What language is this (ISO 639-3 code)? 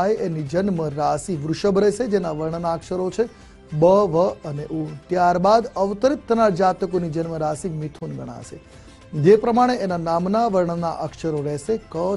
guj